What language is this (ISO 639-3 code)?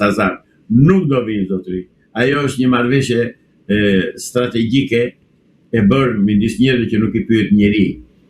sqi